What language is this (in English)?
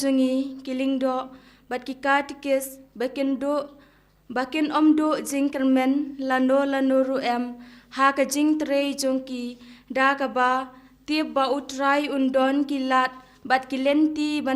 Khasi